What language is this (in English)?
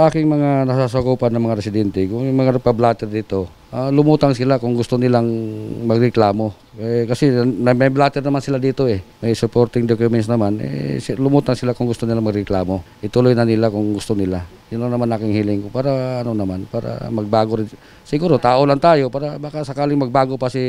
Filipino